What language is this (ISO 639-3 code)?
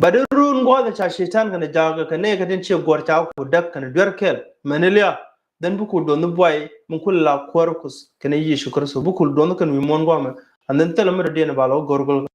nus